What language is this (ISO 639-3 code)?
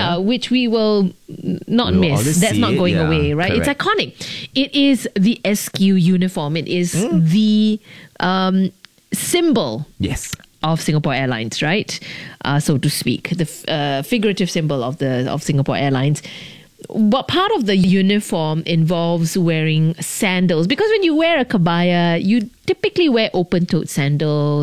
eng